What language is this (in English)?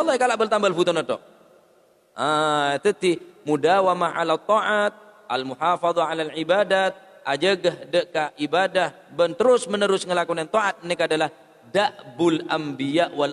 Madurese